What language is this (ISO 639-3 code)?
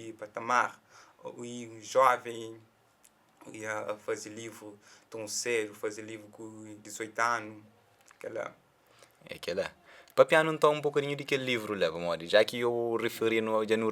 kea